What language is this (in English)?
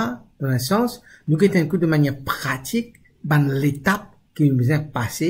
Morisyen